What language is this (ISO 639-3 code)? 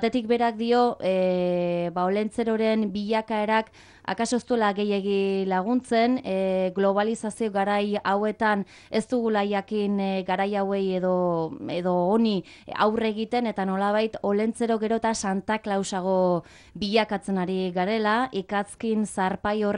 eus